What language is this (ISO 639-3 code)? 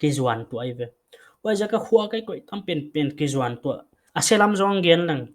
pck